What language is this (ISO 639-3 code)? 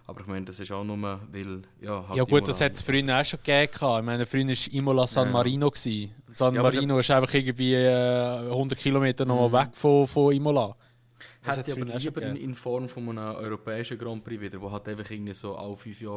gsw